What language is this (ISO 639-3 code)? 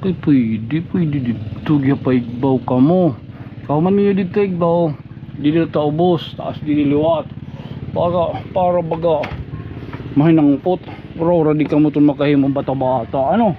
war